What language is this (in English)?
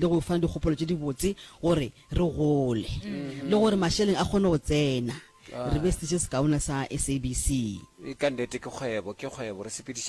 Northern Sotho